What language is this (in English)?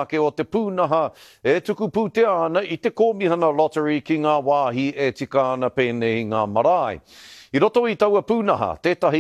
Māori